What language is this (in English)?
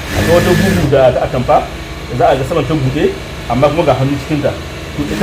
Hausa